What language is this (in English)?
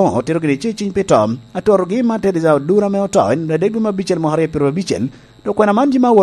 Lango (Uganda)